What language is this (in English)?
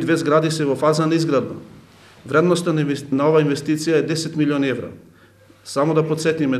Macedonian